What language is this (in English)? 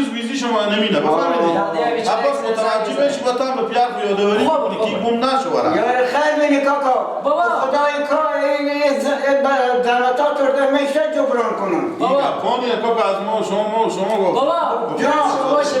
Persian